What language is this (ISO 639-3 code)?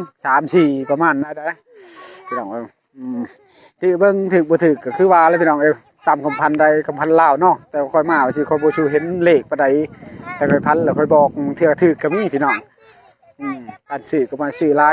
lao